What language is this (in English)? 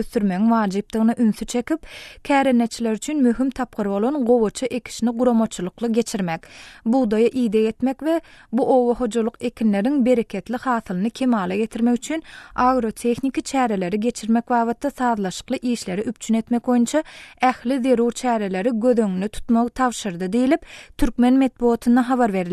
Turkmen